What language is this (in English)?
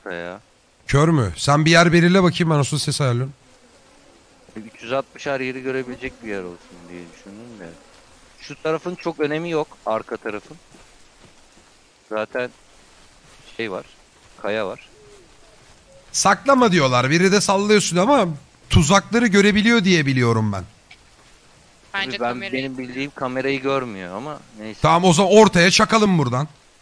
Turkish